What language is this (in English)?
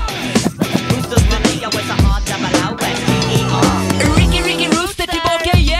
Swedish